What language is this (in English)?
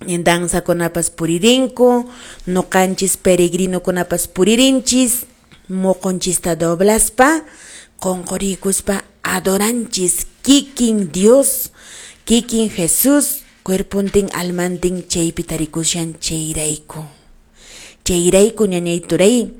Quechua